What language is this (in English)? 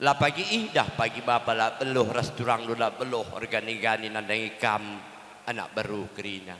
Batak Karo